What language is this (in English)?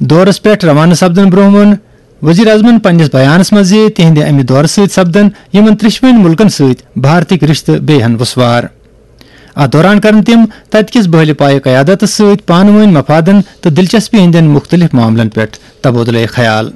Kashmiri